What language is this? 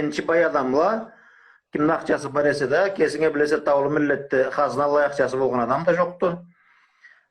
Karachay-Balkar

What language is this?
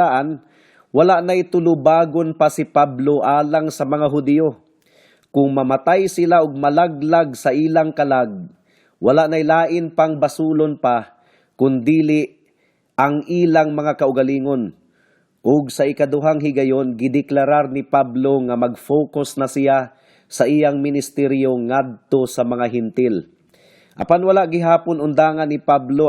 Cebuano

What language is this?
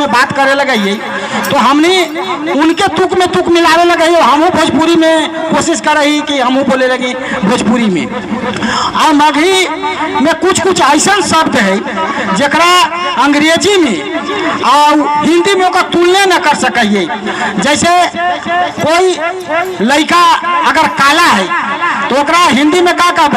Magahi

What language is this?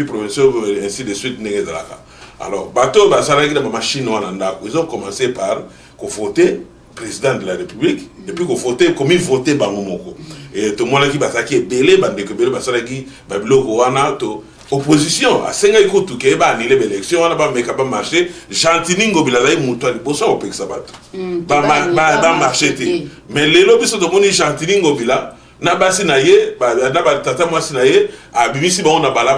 Lingala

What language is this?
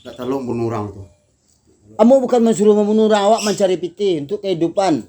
Minangkabau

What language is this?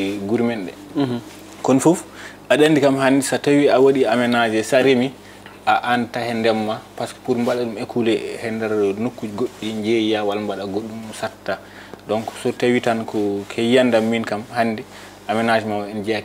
Fula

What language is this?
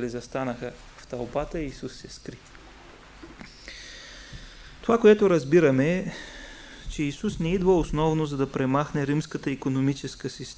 Bulgarian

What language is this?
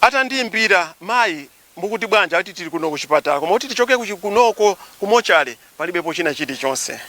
Nyanja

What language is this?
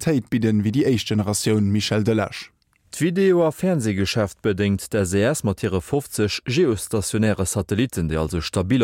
Luxembourgish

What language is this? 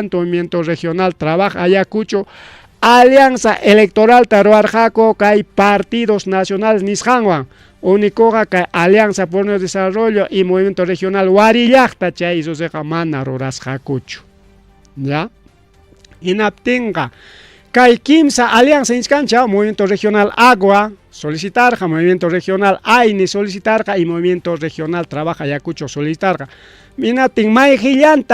Ayacucho Quechua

